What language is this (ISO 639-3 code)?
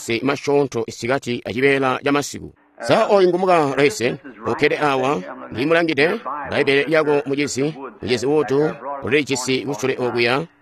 toi